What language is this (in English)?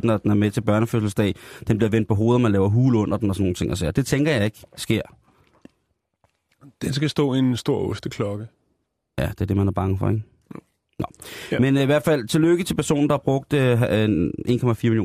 Danish